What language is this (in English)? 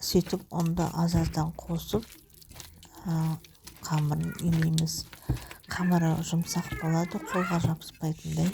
Kazakh